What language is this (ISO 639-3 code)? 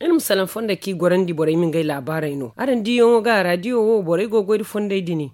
dje